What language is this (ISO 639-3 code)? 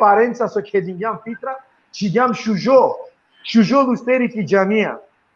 rmn